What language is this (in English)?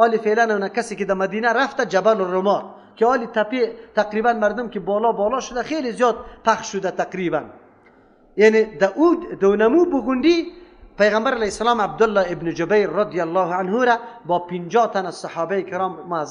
Persian